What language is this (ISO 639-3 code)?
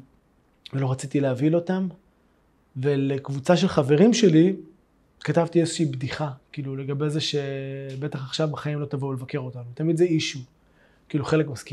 heb